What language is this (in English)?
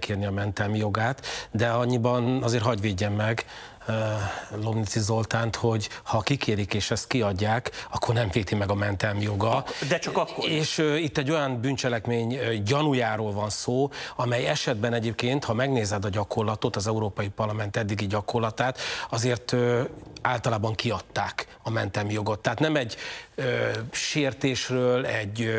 Hungarian